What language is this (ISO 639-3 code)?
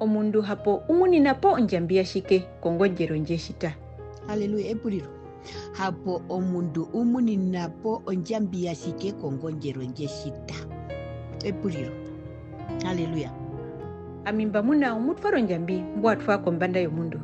her